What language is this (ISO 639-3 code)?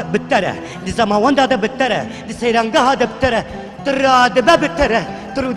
kur